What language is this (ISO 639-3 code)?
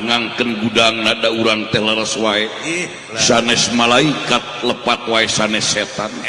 sun